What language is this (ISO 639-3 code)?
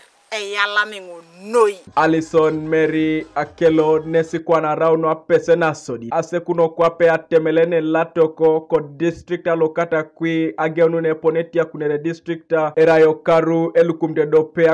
teo